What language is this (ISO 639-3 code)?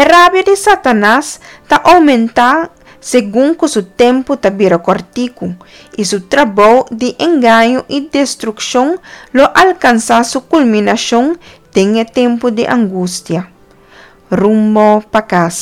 pap